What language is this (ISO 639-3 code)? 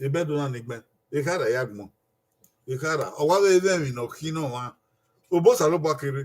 bin